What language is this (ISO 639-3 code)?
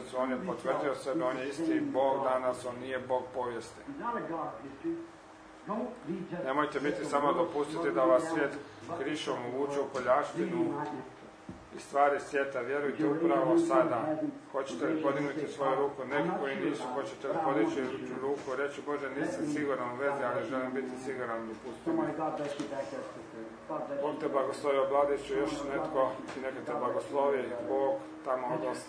hrv